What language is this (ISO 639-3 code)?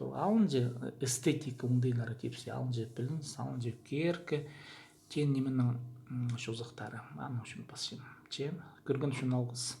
kjh